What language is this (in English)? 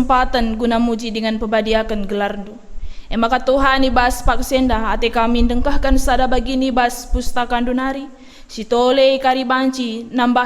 Batak Karo